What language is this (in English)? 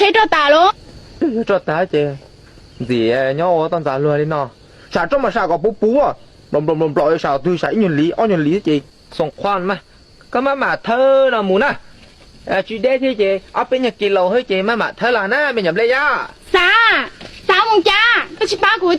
Hmong